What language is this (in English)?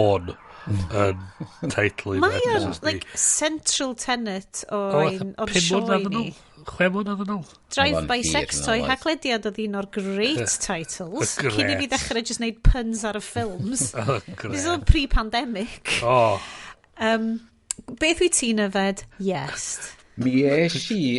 Welsh